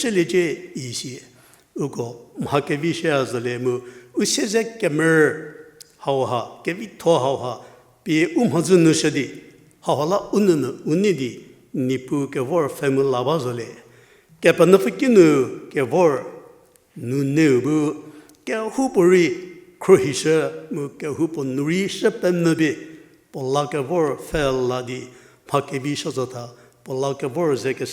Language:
Angami Naga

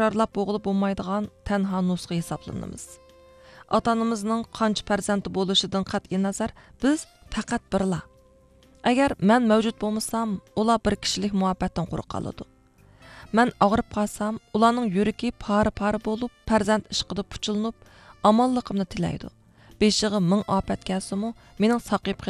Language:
Uyghur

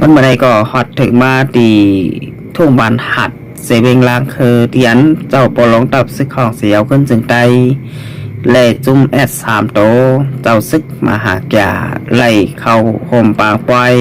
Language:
Shan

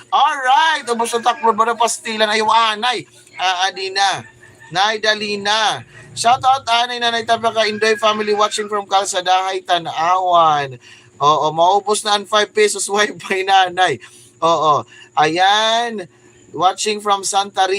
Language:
Waray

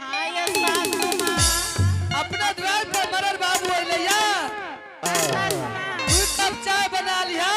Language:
Angika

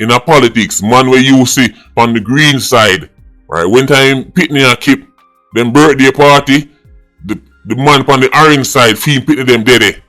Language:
Jamaican Creole English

